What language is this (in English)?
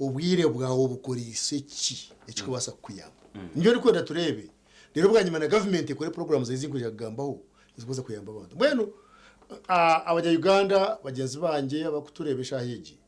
Nyankole